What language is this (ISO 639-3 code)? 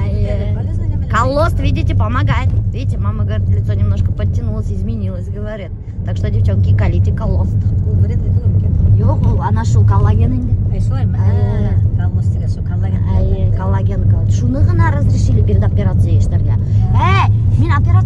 bak